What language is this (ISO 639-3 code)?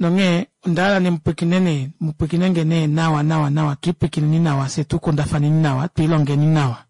kua